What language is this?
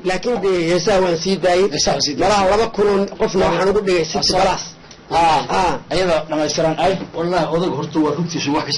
Somali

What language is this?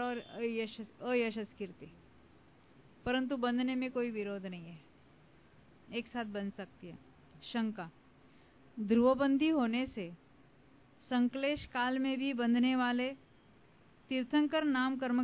Hindi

